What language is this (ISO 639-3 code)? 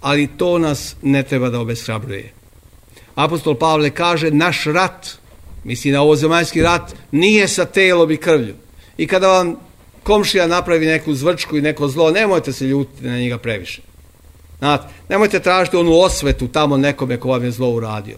srp